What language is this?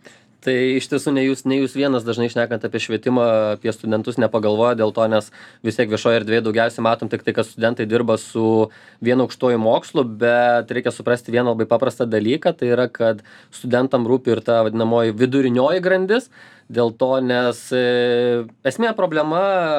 Lithuanian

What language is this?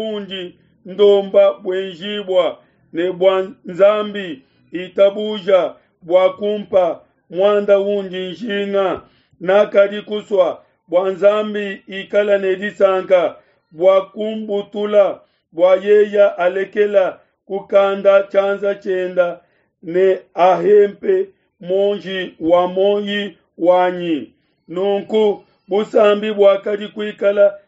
Luba-Lulua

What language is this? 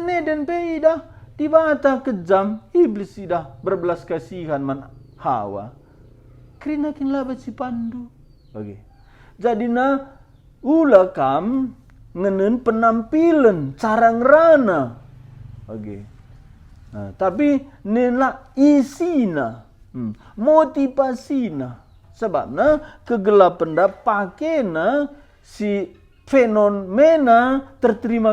Batak Karo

